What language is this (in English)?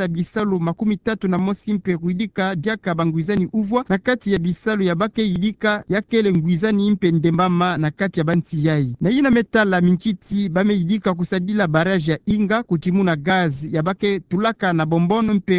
Kituba (Democratic Republic of Congo)